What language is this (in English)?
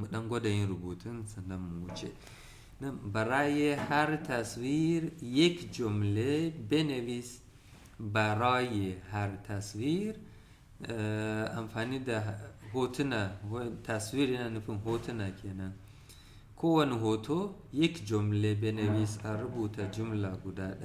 Hausa